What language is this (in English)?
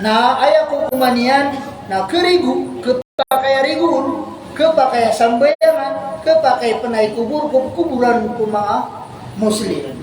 Maranao